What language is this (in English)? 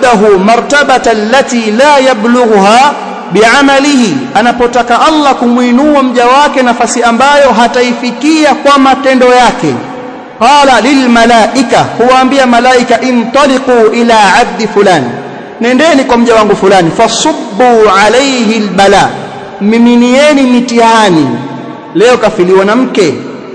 Swahili